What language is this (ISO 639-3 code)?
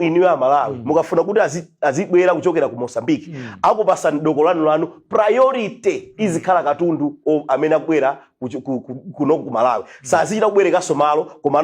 nya